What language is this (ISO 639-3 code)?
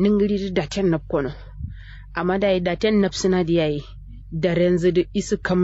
kau